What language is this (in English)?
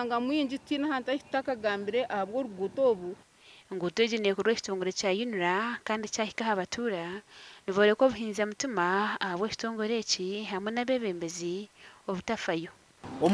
Nyankole